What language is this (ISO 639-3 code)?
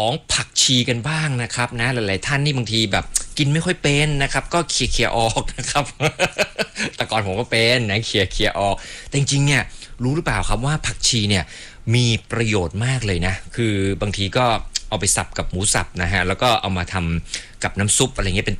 tha